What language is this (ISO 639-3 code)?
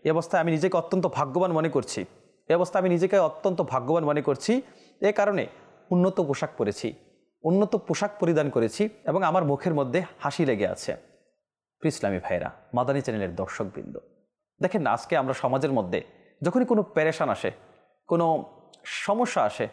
ben